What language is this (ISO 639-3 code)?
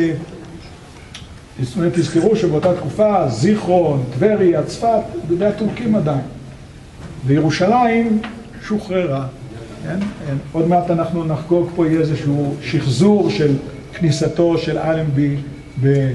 heb